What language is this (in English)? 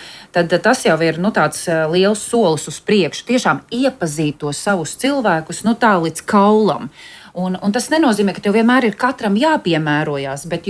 Latvian